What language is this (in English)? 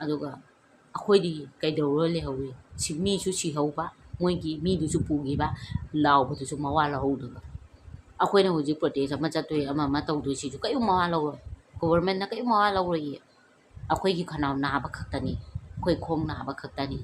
Manipuri